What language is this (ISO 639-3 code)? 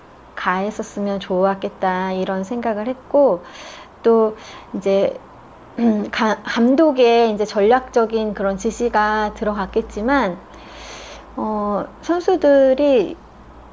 kor